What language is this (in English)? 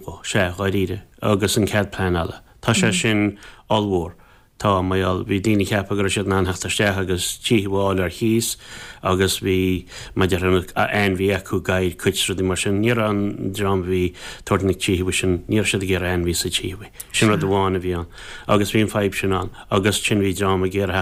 Irish